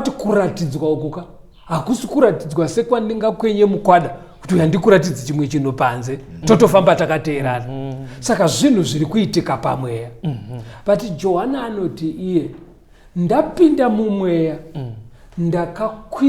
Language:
Shona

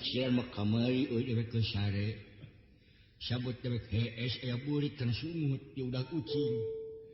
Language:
Sundanese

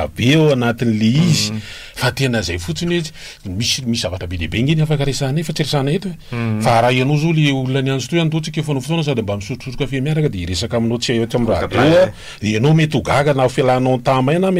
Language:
Malagasy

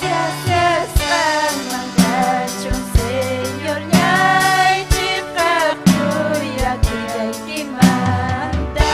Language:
Ayacucho Quechua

